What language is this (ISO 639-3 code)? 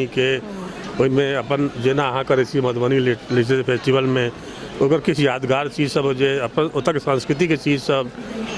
mai